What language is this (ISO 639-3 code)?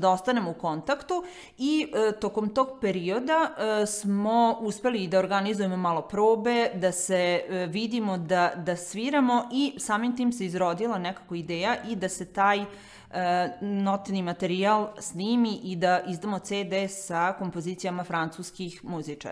srp